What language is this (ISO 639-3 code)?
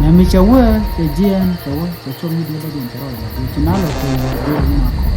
nus